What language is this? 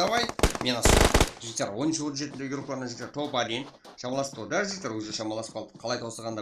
Kara-Kalpak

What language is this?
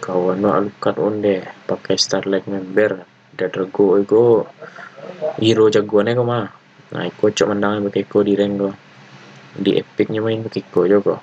Minangkabau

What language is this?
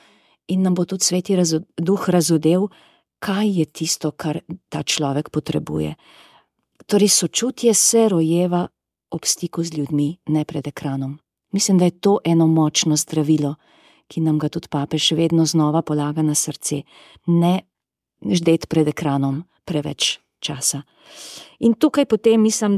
Slovenian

